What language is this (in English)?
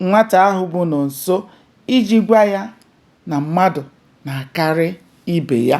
Igbo